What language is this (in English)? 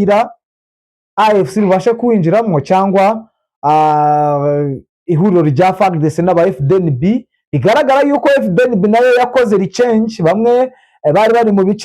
Kinyarwanda